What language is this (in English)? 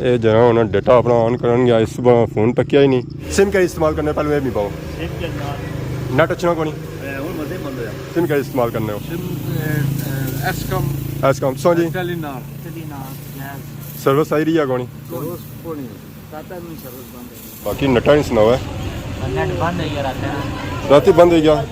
Pahari-Potwari